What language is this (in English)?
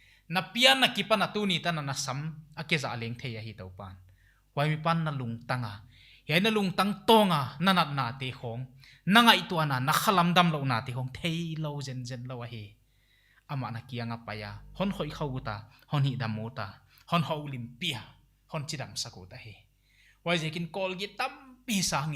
Paite Chin